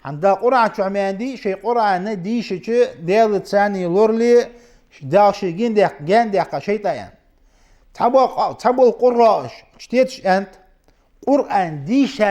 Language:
Ingush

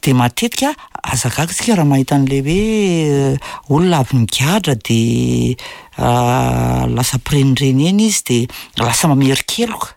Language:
Malagasy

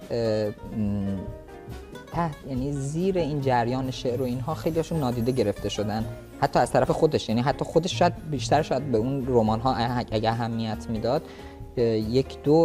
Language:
Persian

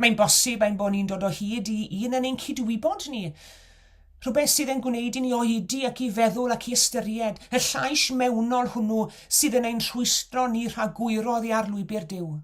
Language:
Welsh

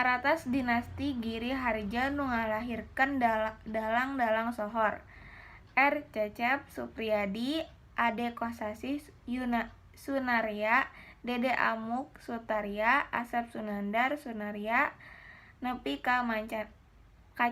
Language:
Sundanese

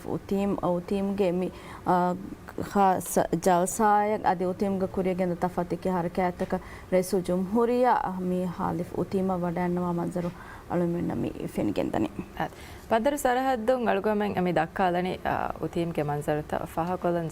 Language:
Divehi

